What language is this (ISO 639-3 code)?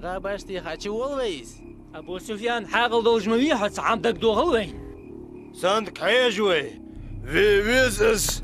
inh